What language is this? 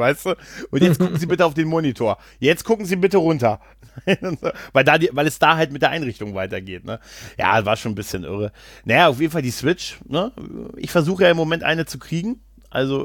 German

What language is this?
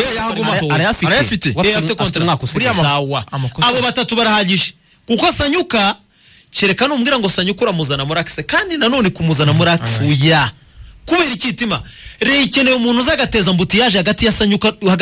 Kinyarwanda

